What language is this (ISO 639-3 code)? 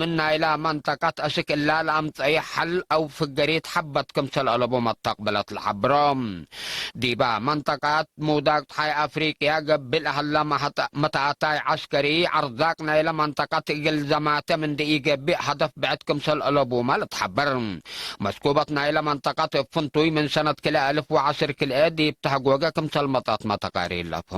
tig